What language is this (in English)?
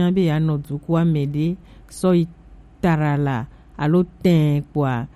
Gen